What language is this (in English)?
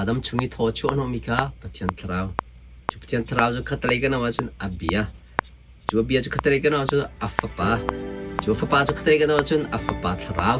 Hakha Chin